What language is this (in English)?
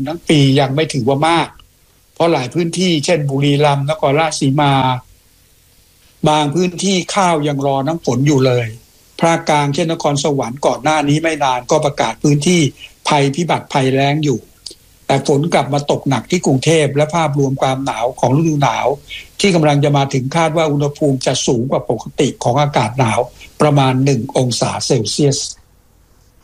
Thai